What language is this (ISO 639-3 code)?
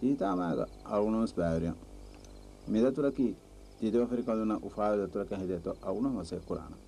div